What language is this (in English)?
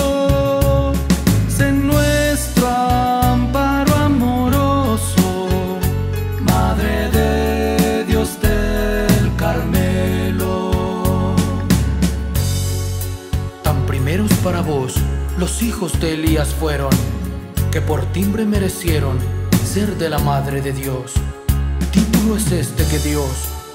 Spanish